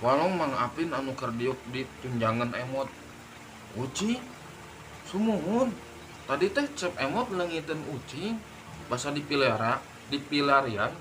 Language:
Sundanese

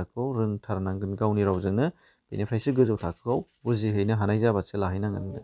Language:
Bodo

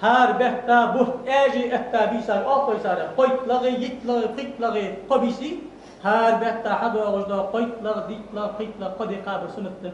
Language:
Ingush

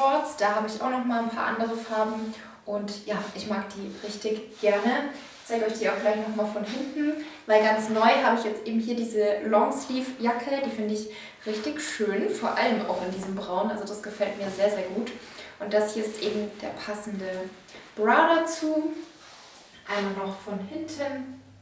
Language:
German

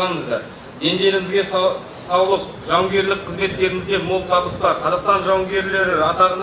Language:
Kazakh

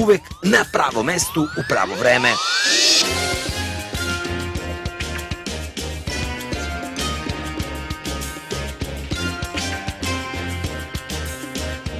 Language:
Serbian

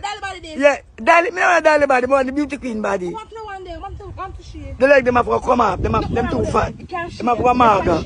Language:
Jamaican Creole English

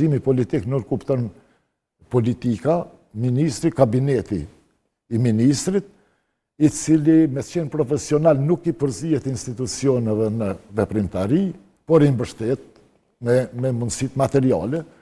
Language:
Albanian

